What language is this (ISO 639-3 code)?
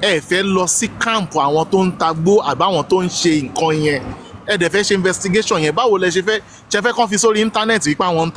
yor